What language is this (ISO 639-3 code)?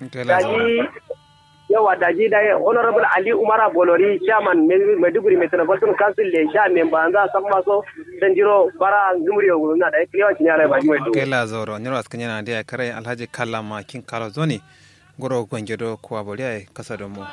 kau